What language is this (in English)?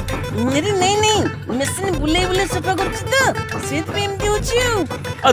Odia